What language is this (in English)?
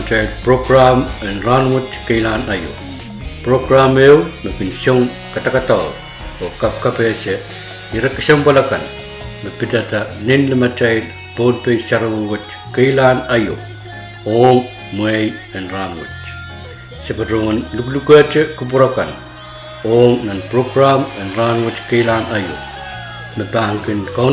Pohnpeian